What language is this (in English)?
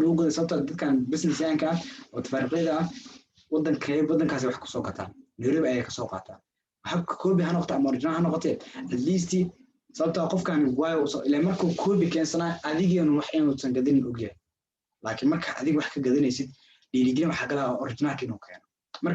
Somali